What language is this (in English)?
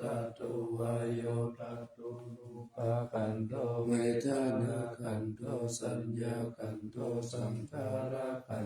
Pali